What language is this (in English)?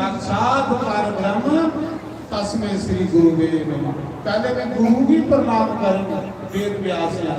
Dogri